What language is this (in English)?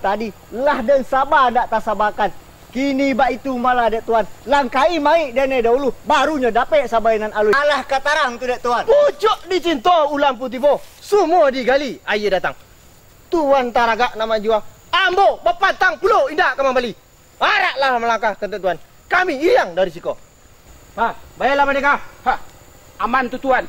Minangkabau